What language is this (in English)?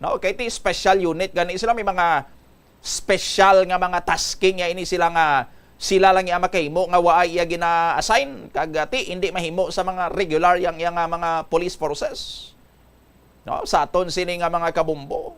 Hiligaynon